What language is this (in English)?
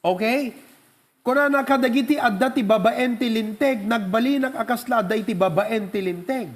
Iloko